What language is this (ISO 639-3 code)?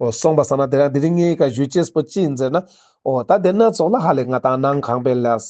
lbj